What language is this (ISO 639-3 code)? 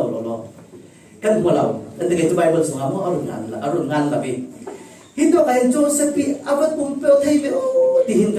cfm